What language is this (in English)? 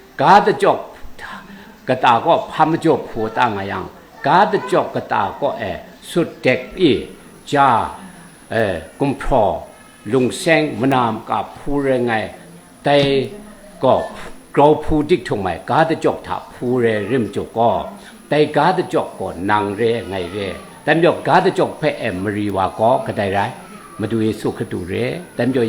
Kachin